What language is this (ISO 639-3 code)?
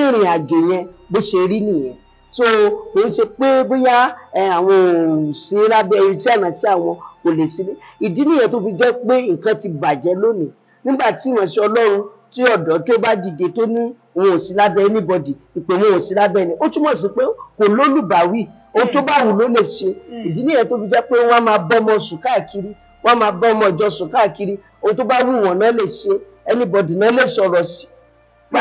yor